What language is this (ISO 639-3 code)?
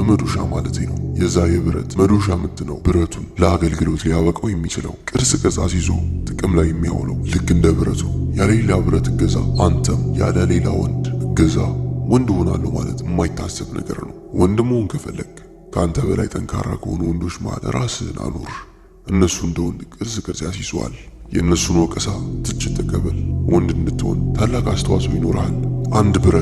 amh